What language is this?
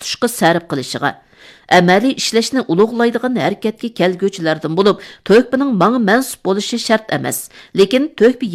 Uyghur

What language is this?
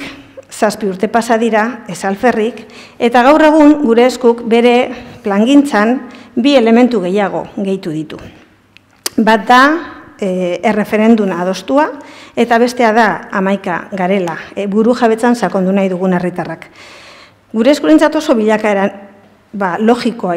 Basque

